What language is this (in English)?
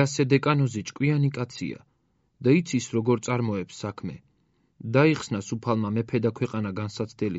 Georgian